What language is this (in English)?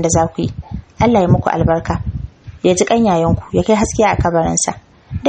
Hausa